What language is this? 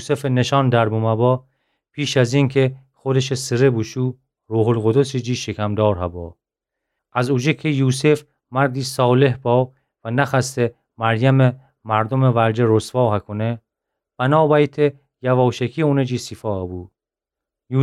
Gilaki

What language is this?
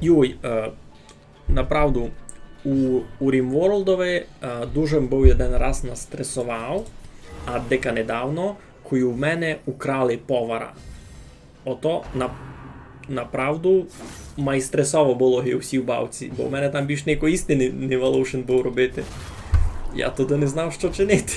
Rusyn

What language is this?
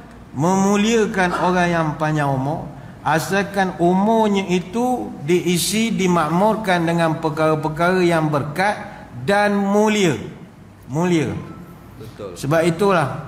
Malay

